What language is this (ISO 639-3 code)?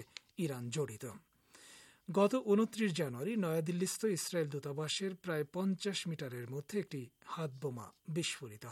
ben